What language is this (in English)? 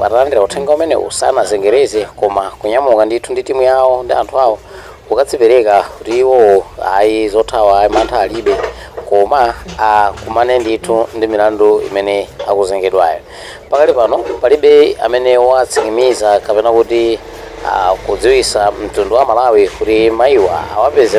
Nyanja